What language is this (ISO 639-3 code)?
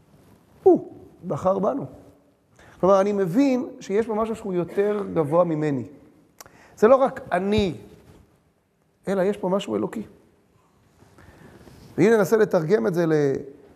heb